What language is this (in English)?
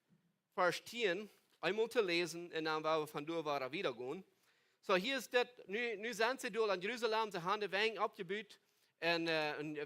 Plautdietsch